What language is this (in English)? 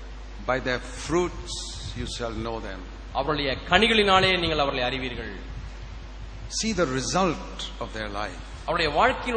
Tamil